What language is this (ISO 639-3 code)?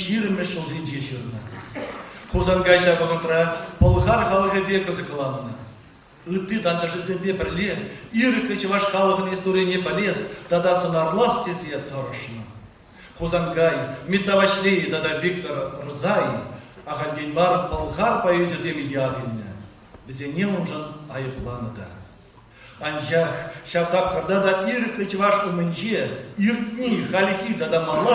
chv